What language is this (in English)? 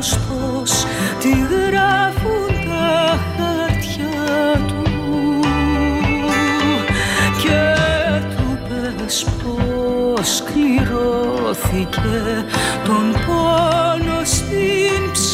Greek